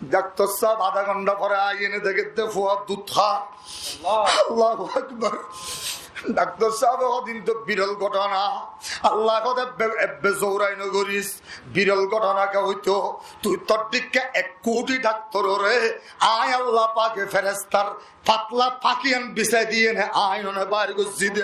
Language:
Rohingya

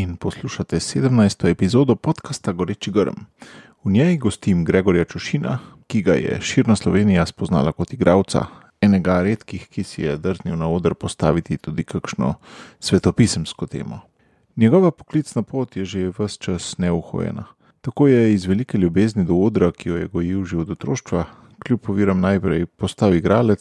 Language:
Slovenian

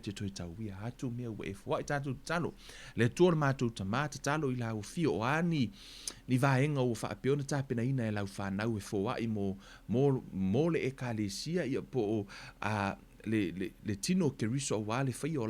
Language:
Samoan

